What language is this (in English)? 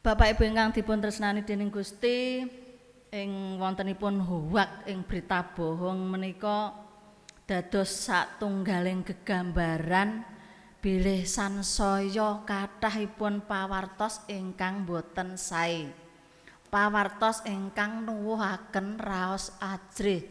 Javanese